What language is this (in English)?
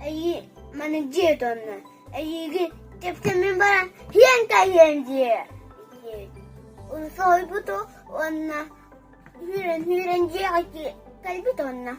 Yakut